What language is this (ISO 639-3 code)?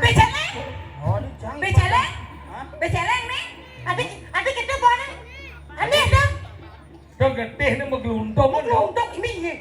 ban